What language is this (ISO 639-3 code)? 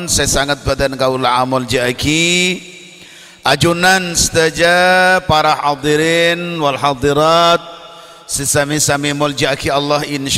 mad